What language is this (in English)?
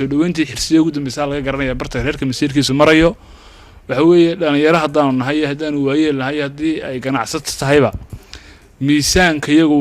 Somali